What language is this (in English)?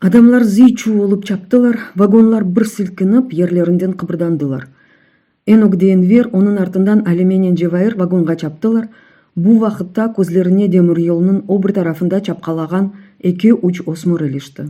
Crimean Tatar